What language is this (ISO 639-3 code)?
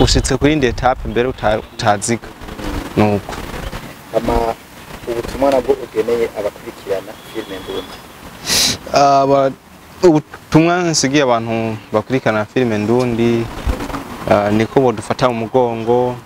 run